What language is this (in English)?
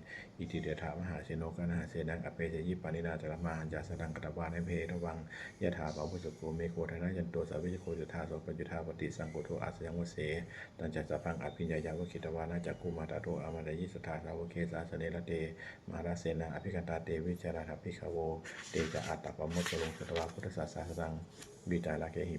Pali